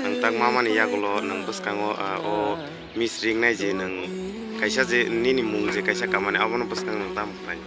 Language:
Kok Borok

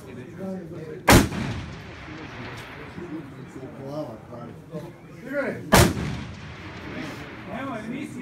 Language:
Croatian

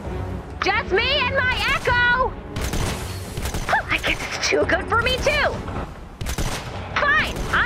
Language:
English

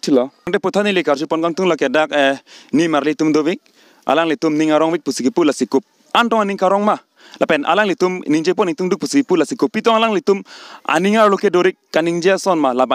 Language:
Karbi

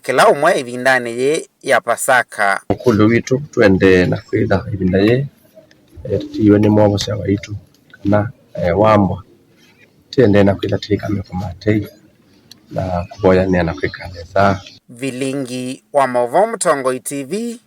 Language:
Kamba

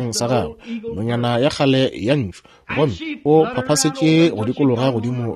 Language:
Northern Sotho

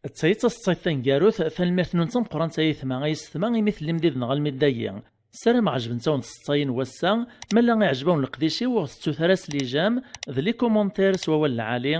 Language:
Kabyle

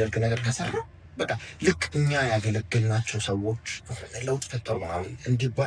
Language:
Amharic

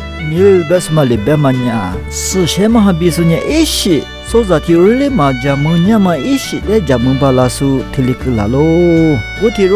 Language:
Lisu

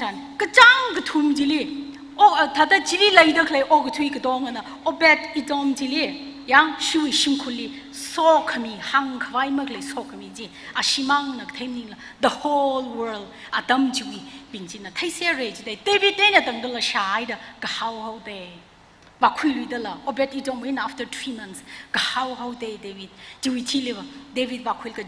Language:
Tangkhul Naga (India)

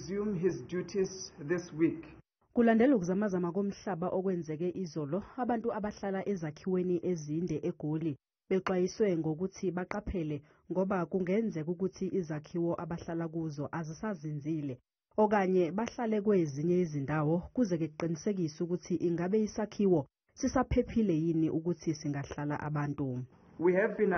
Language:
Zulu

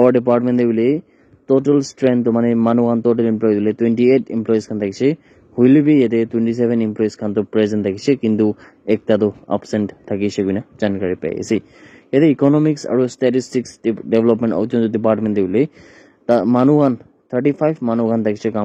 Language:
Naga Pidgin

